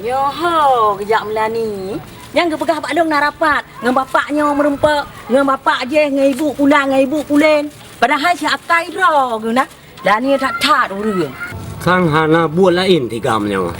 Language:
Achinese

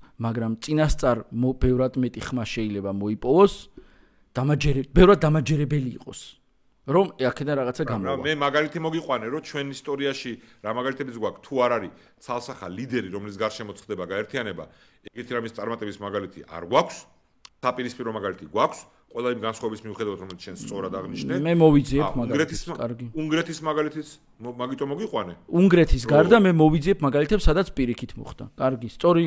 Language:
Georgian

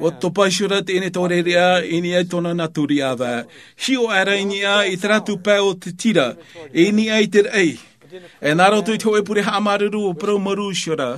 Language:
Tahitian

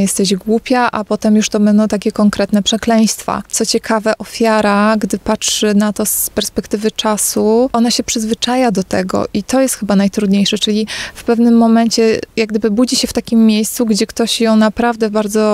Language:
Polish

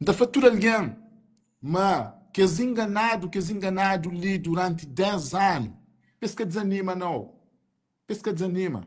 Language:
Kabuverdianu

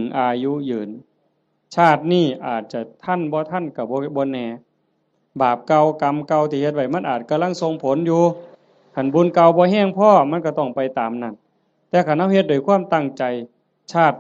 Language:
Northeastern Thai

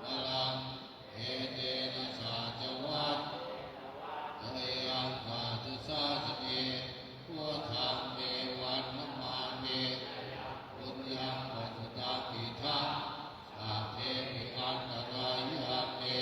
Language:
Pali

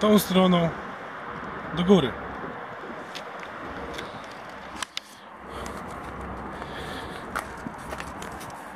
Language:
Polish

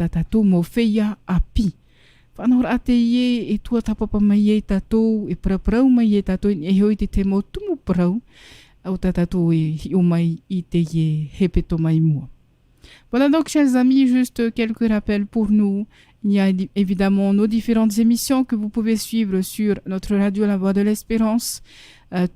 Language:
Tahitian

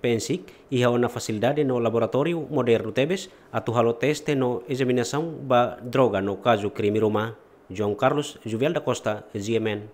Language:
Tetum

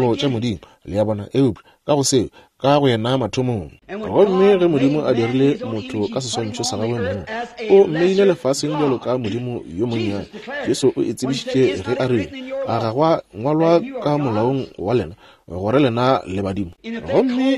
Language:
Northern Sotho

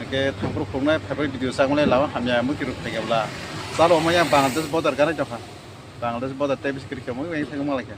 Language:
Kok Borok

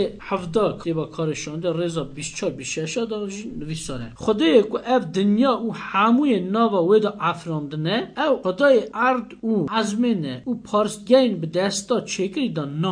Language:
Kurdish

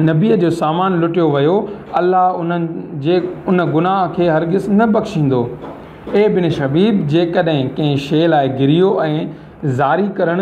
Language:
Sindhi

